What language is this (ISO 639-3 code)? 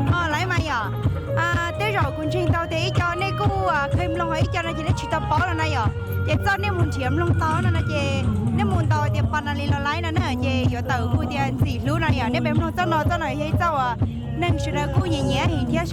hmn